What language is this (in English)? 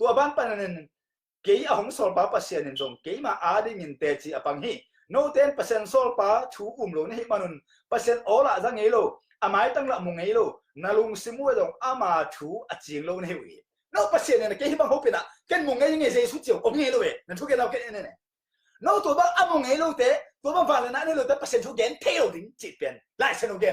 Tedim Chin